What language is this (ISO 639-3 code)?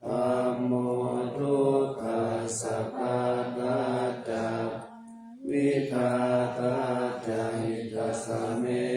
pli